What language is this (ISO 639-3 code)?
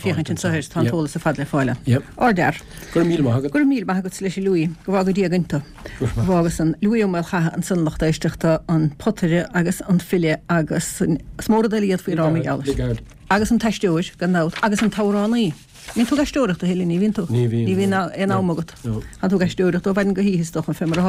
gle